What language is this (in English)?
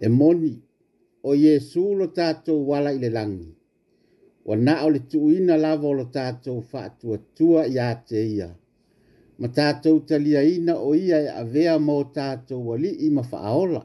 Samoan